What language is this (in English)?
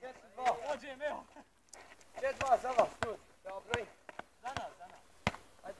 Bosnian